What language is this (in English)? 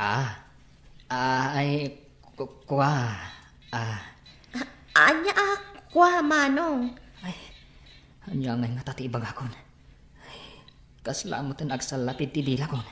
Iloko